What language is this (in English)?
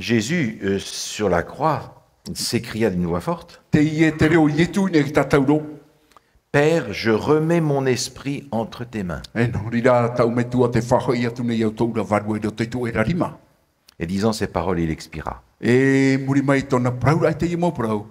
Tahitian